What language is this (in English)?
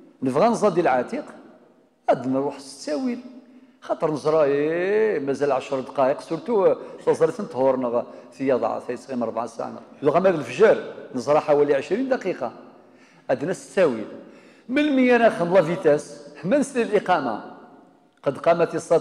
Kabyle